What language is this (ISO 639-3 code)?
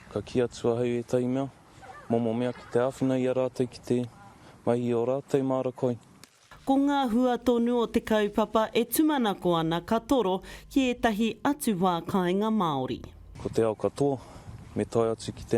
mri